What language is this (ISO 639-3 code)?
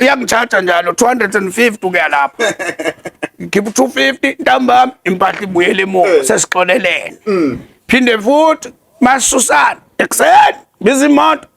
zul